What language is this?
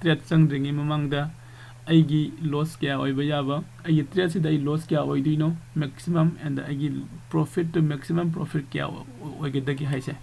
Manipuri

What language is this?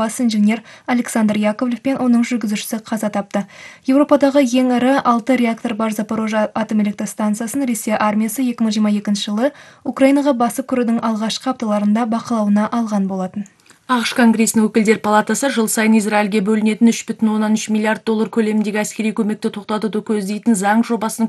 Kazakh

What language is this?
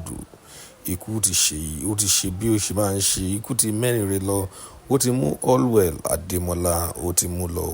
Yoruba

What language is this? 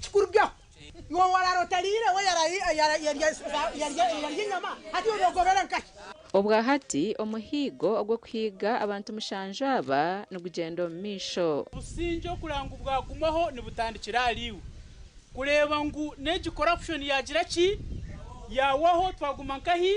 Nyankole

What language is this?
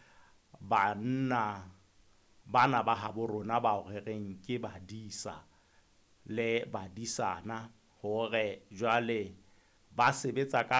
Southern Sotho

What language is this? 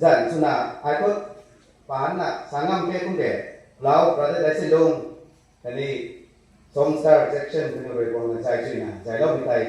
Rongmei Naga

